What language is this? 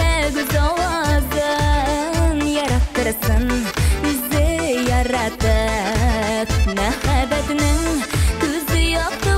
Tatar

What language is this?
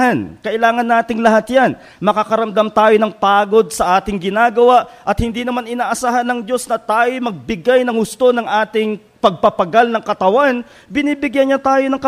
Filipino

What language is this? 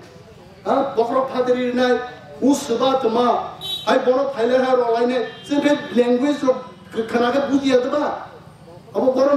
Kok Borok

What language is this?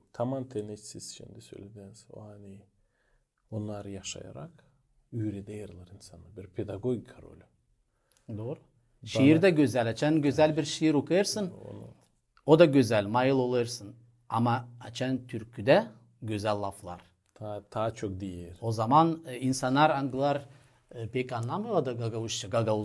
Gagauz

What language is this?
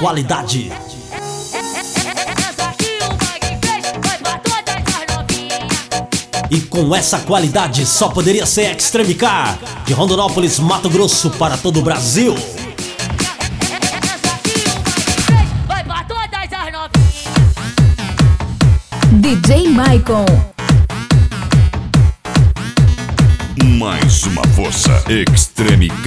Portuguese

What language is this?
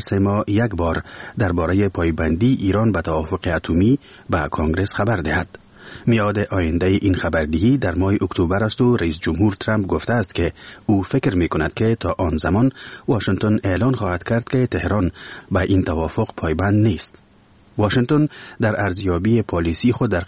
Persian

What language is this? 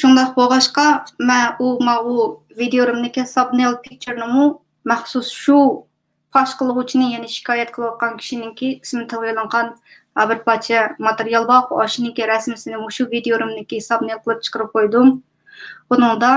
Uyghur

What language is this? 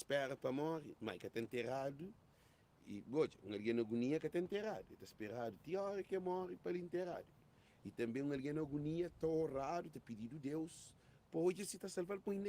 Kabuverdianu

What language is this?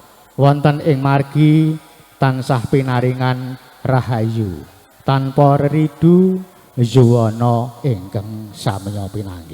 Javanese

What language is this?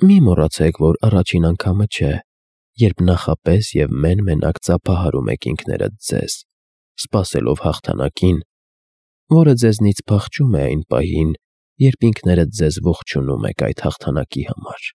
Armenian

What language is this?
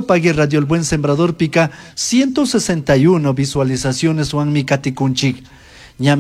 Chimborazo Highland Quichua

